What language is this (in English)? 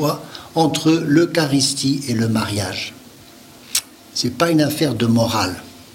French